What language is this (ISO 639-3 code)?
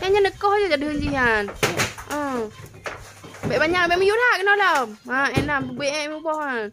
ace